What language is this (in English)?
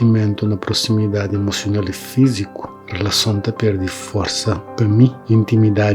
Kabuverdianu